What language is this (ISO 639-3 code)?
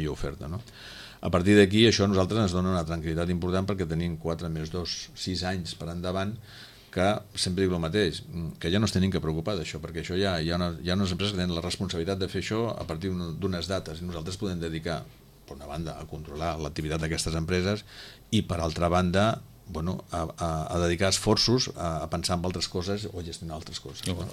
cat